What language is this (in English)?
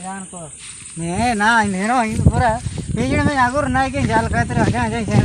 Ho